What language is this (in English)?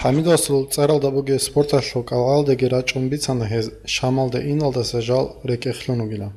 Avaric